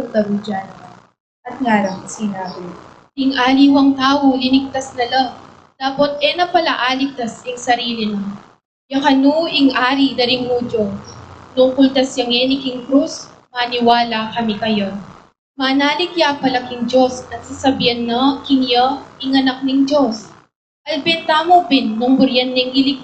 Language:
Pampanga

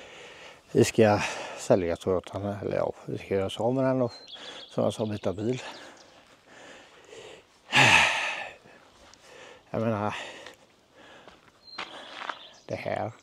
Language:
Swedish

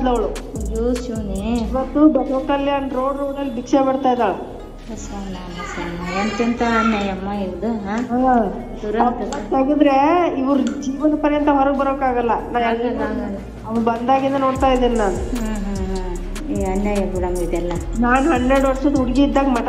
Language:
Kannada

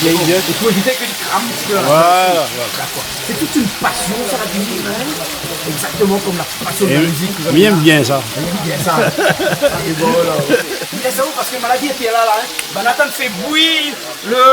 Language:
Réunion Creole French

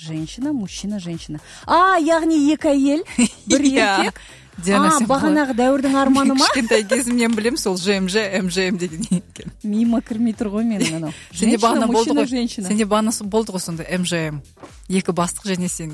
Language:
Kazakh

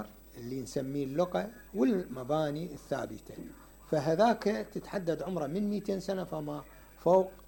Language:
Mesopotamian Arabic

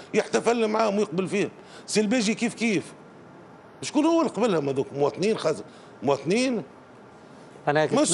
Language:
Tunisian Arabic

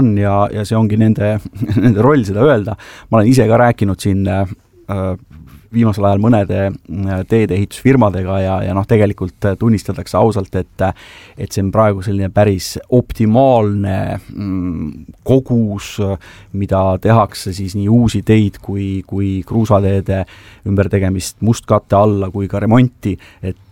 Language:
Estonian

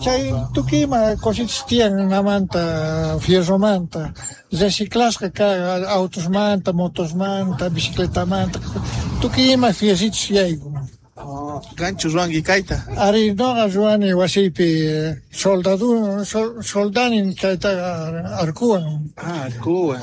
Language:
South Bolivian Quechua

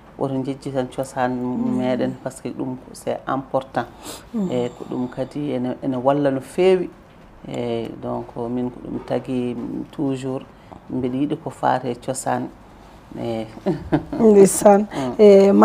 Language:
Fula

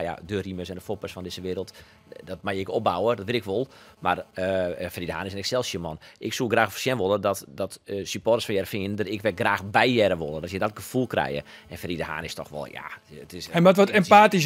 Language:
Western Frisian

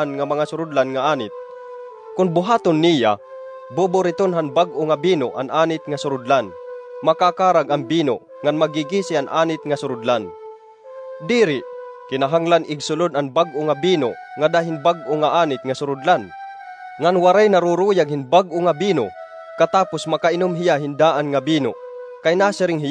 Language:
Waray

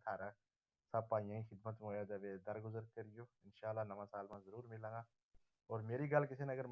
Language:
Gujari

